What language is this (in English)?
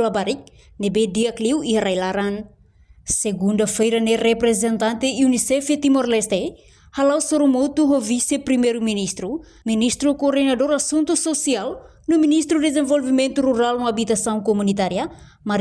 Tetum